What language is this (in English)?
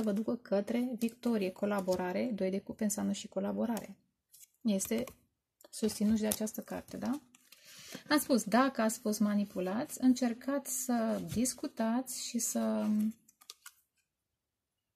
Romanian